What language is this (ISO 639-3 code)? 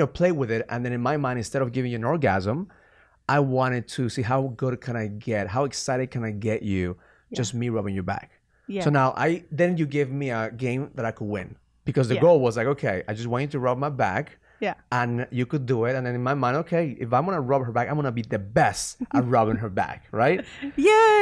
eng